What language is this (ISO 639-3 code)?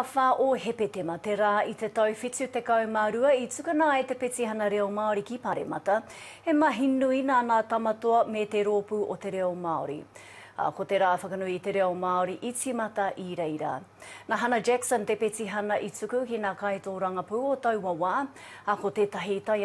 mri